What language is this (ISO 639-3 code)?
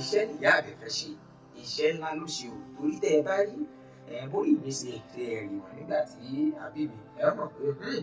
yor